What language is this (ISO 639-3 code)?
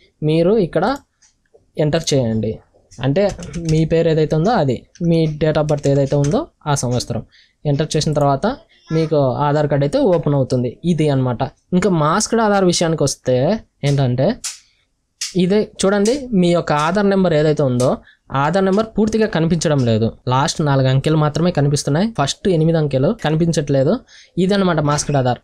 tel